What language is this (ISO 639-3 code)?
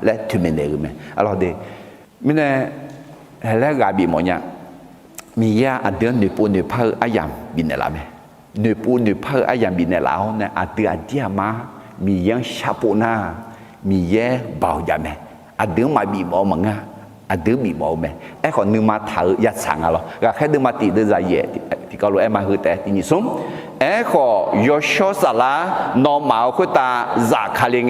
ahk